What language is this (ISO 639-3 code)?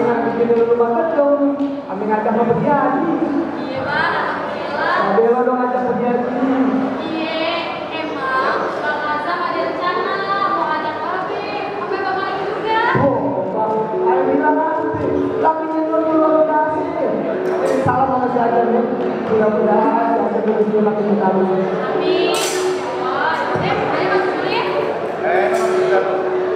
bew